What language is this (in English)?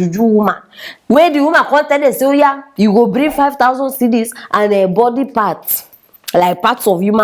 Nigerian Pidgin